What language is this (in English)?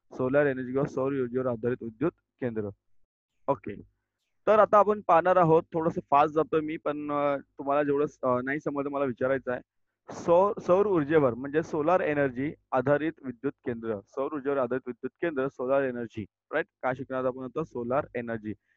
Marathi